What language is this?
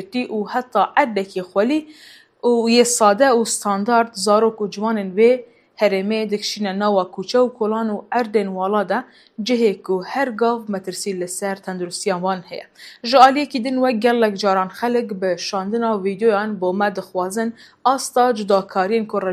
Kurdish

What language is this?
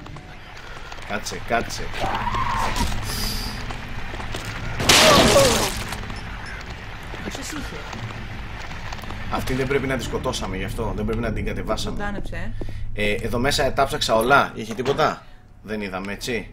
Greek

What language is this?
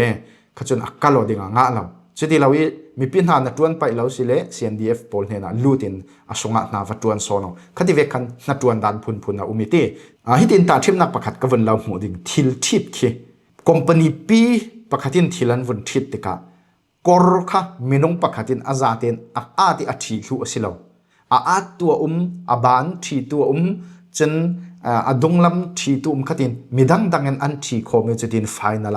Falam Chin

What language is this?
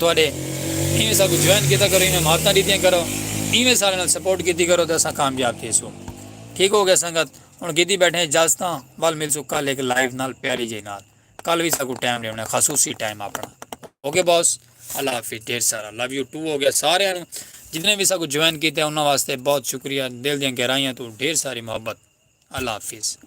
Saraiki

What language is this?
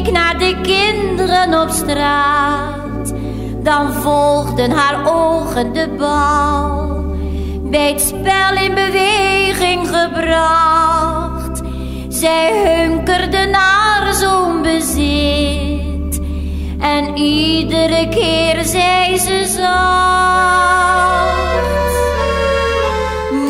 Dutch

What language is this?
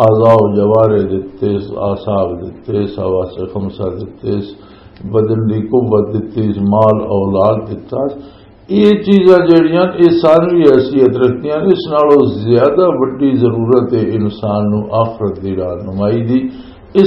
Western Panjabi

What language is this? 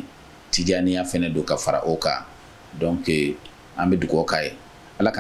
Bambara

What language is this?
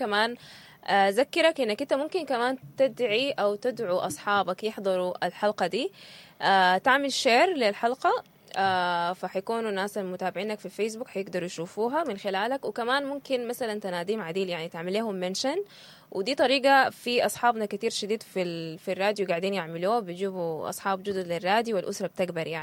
Sudanese Arabic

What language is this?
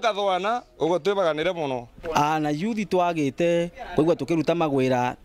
Meru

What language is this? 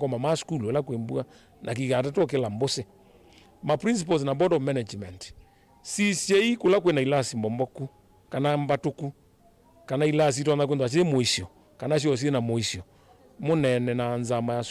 Kamba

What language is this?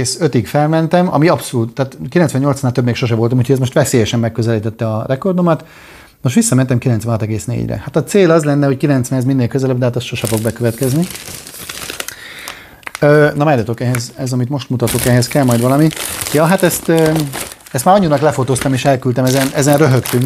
Hungarian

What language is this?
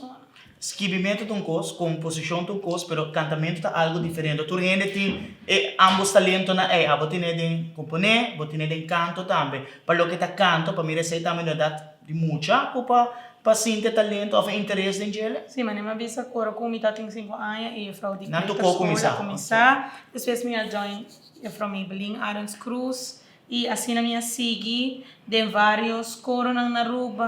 Papiamento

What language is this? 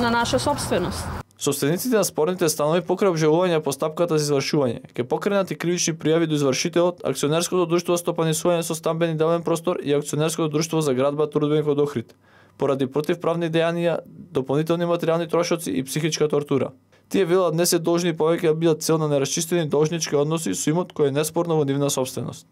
Macedonian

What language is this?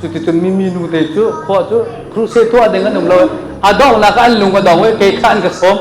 Hakha Chin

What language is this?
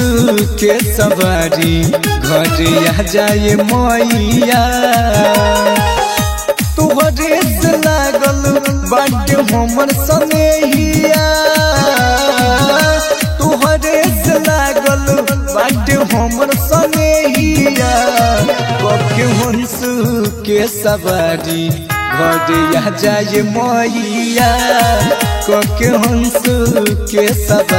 Bhojpuri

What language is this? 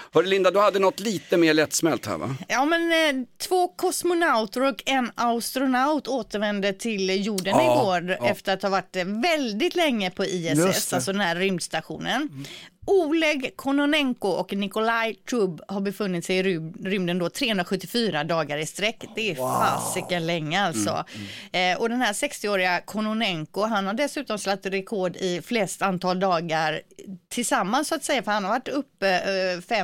Swedish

